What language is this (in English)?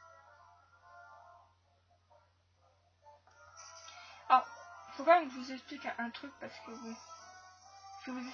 French